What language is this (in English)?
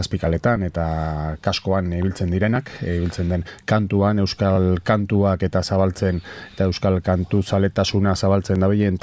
Basque